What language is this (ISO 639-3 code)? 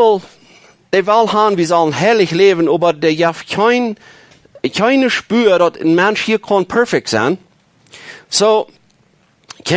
pdt